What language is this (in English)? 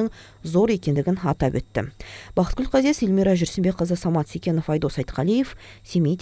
Kazakh